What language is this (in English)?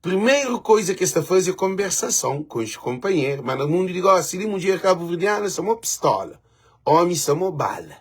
Kabuverdianu